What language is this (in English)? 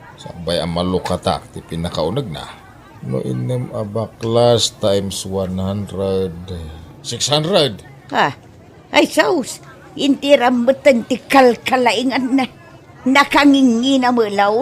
Iloko